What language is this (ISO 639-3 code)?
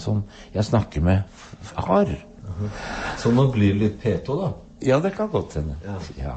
nor